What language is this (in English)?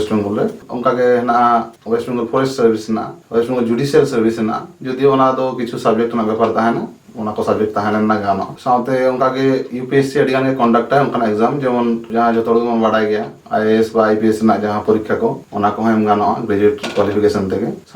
Santali